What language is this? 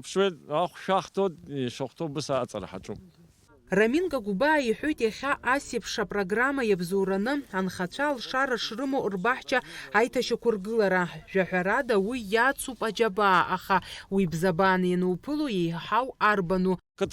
Abkhazian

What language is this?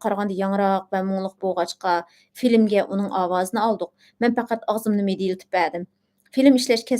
Uyghur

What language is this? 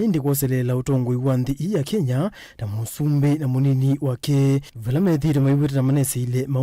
Kamba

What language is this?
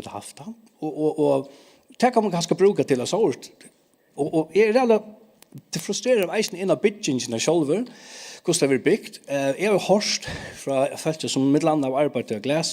Faroese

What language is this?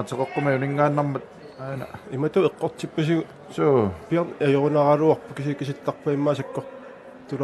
Kalaallisut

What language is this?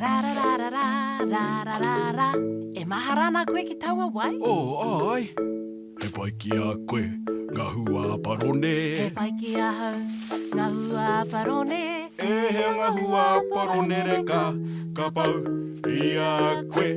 Māori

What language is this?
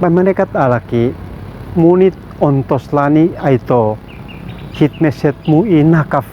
Uab Meto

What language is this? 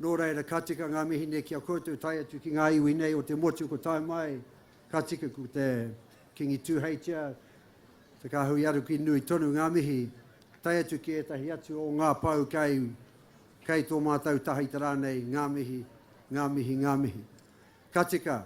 Māori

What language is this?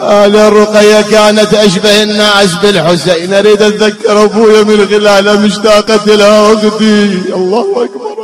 Mesopotamian Arabic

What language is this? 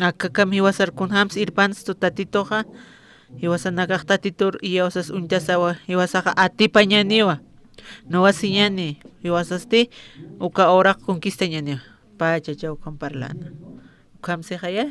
Aymara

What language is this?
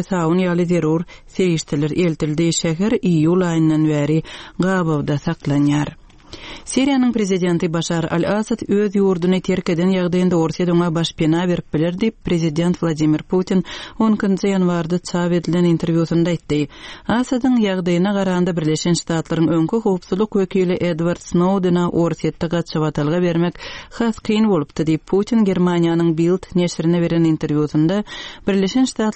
Turkmen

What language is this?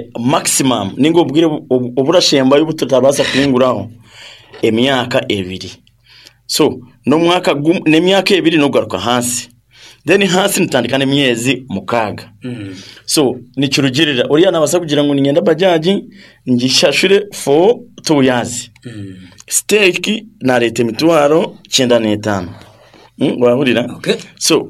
Nyankole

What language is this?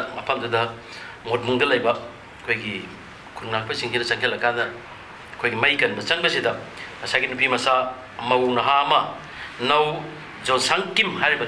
Manipuri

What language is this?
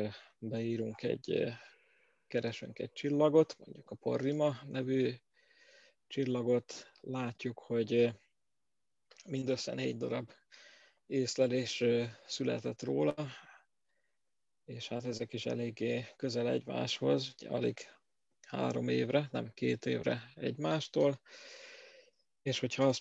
Hungarian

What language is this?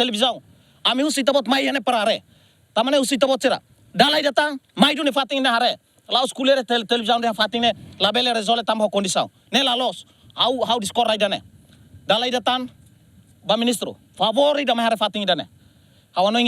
Tetum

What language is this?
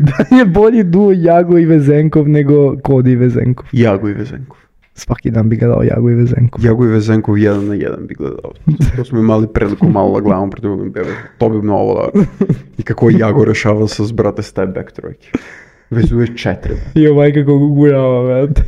Serbian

